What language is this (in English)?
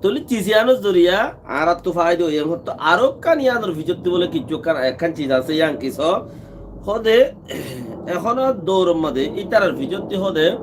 Rohingya